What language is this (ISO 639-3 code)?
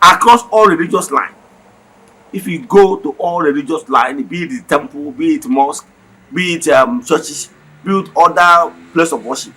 ibo